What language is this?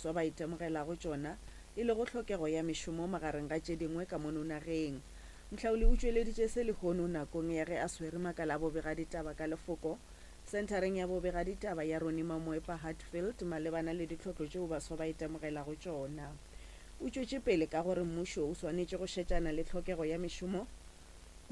Northern Sotho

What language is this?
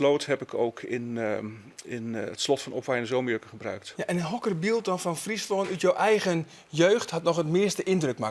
Western Frisian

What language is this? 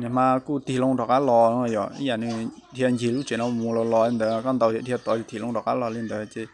Hmong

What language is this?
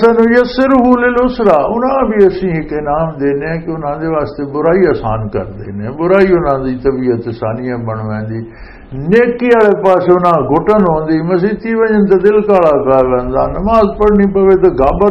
Western Panjabi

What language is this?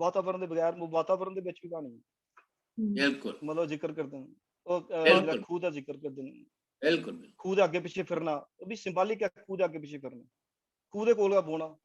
Dogri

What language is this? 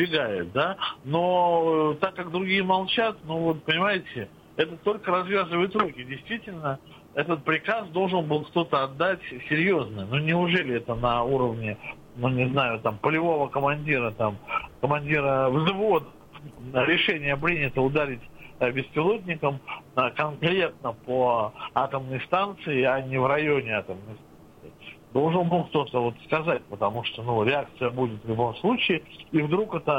Russian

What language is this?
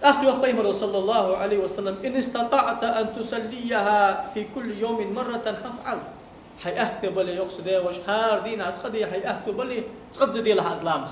Ingush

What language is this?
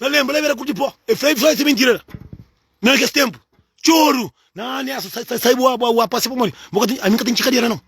Kabuverdianu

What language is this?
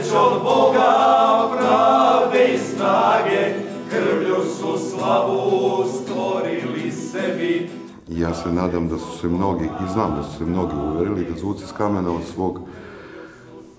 Serbian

